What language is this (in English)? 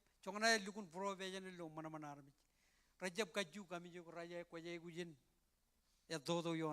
Marshallese